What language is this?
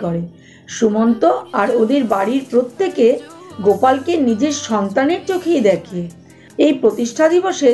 Bangla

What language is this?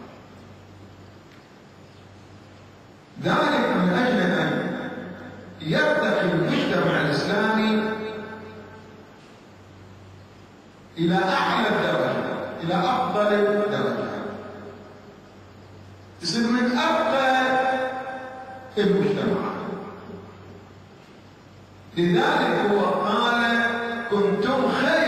Arabic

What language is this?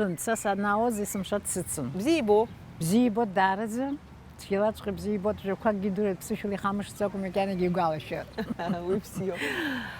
Abkhazian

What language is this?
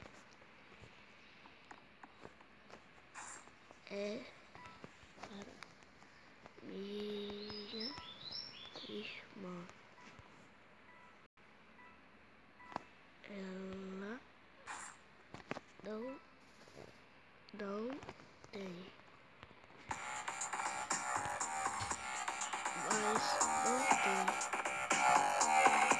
Portuguese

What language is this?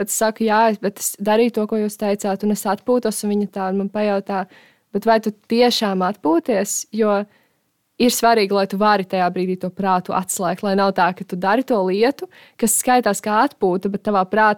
Latvian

